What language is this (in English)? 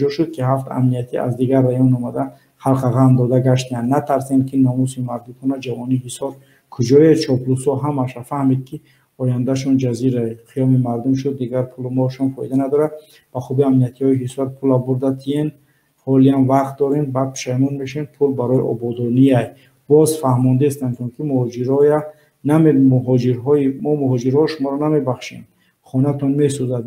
Tajik